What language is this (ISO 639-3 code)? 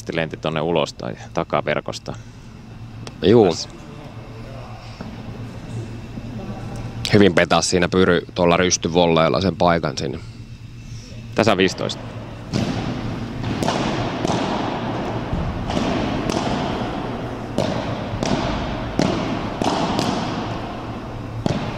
fin